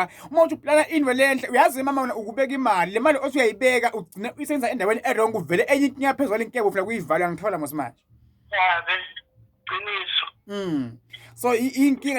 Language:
Zulu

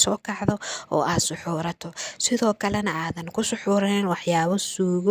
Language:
Somali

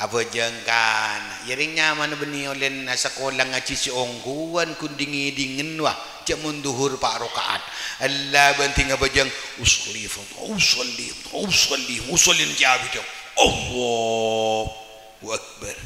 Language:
Madurese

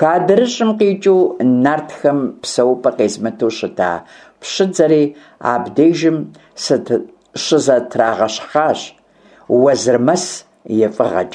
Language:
Kabardian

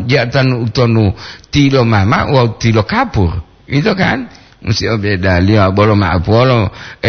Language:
Gorontalo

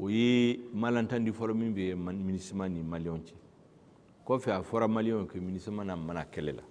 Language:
Bambara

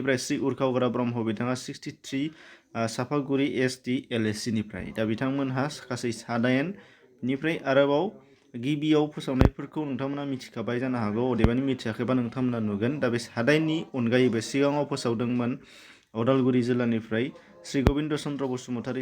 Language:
Bodo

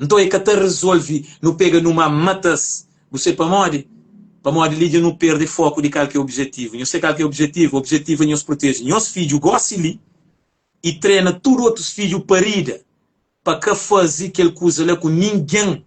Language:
Kabuverdianu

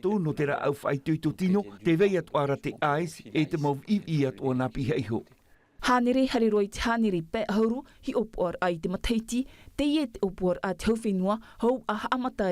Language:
Tahitian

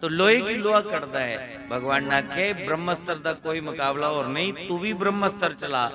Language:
Dogri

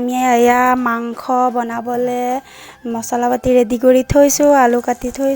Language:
Assamese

